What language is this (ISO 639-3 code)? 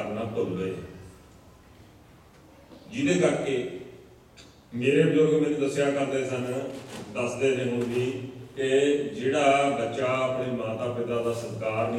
pan